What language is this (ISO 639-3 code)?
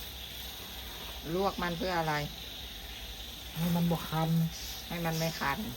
lao